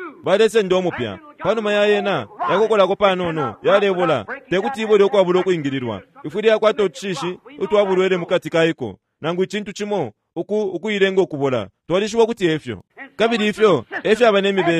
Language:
Bemba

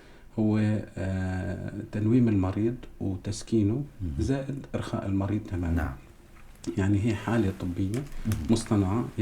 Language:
North Levantine Arabic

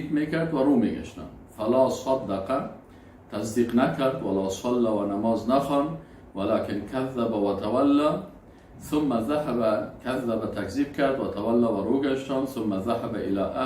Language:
Persian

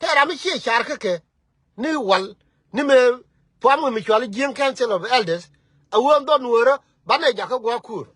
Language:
Nuer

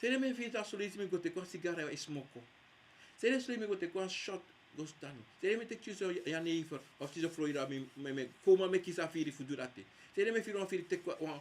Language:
Sranan Tongo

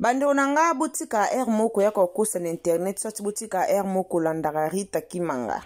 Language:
Lingala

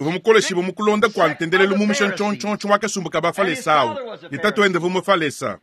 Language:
Luba-Lulua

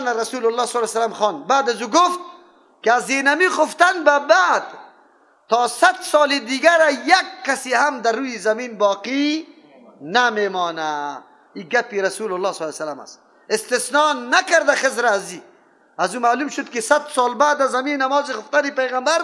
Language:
Persian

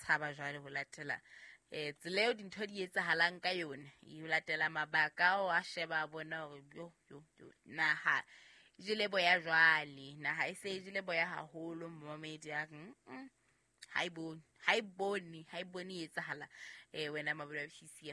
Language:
Southern Sotho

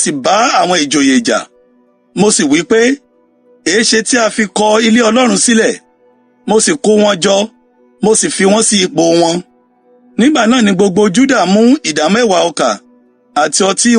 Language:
Yoruba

